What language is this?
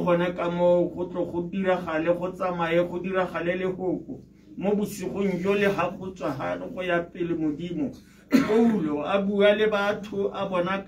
Tswana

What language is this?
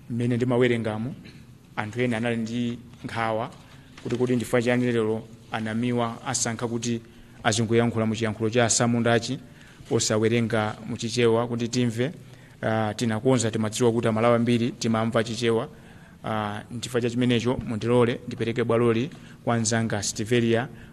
Nyanja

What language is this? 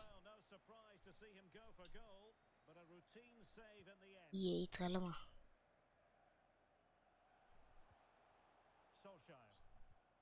Danish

